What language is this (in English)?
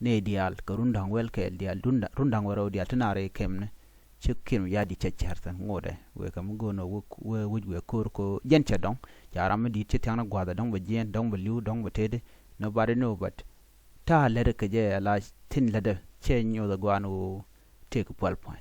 Nuer